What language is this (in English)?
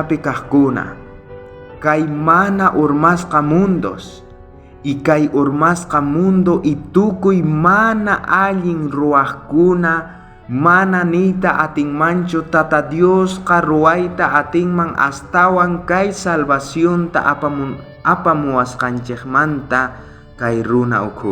South Bolivian Quechua